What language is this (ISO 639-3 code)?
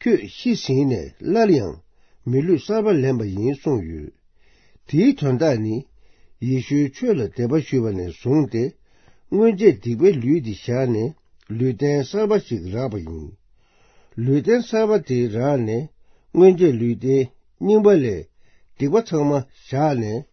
bod